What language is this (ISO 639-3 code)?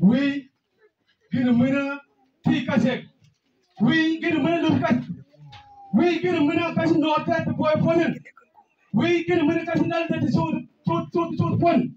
mfz